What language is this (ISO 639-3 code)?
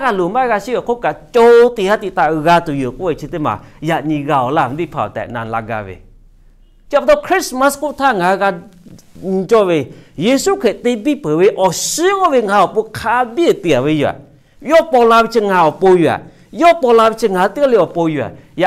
lhu